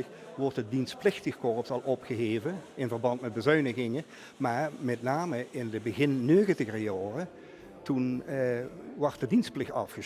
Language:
Limburgish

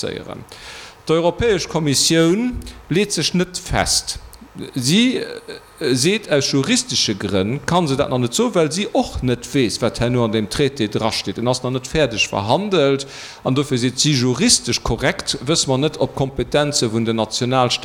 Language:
Luxembourgish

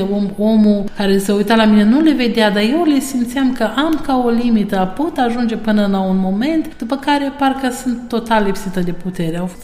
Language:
Romanian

